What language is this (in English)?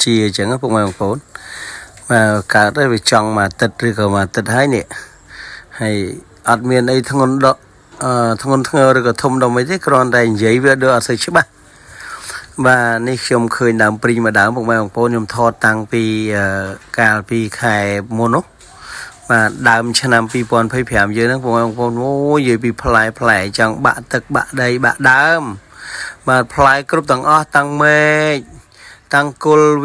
Khmer